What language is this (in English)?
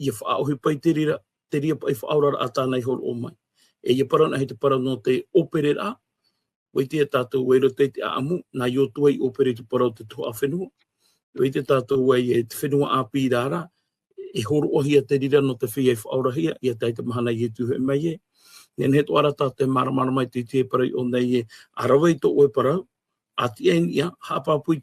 Tahitian